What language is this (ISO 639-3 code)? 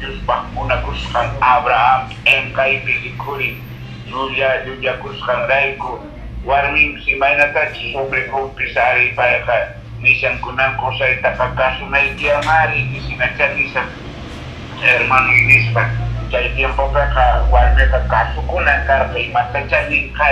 que